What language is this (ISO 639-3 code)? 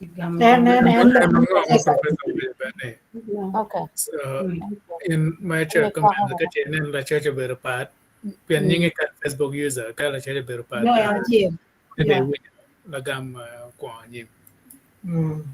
ach